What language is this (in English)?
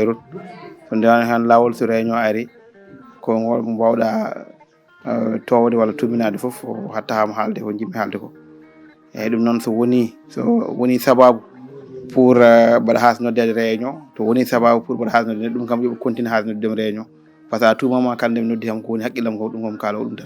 Fula